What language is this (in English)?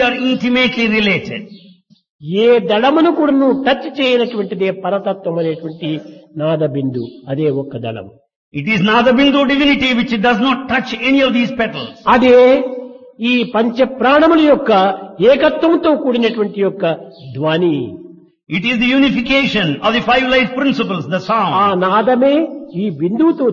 Telugu